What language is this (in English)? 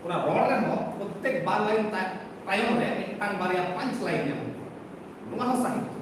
Santali